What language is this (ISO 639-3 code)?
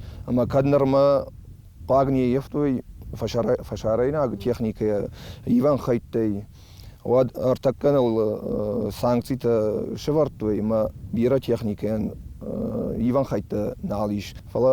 oss